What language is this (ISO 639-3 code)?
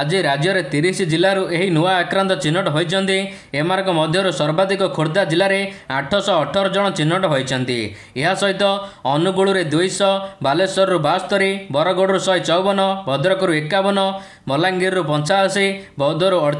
ori